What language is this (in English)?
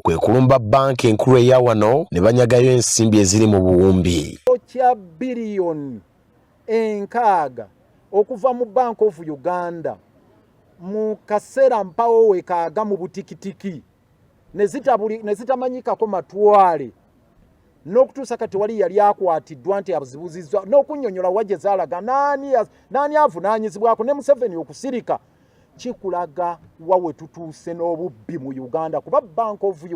Ganda